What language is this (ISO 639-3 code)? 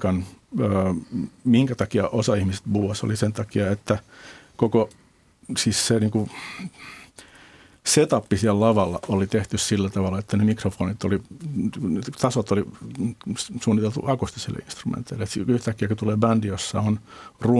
fin